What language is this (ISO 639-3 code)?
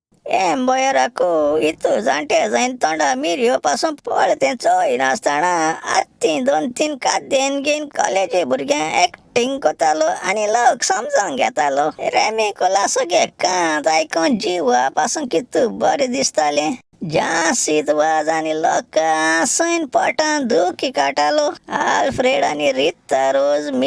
kok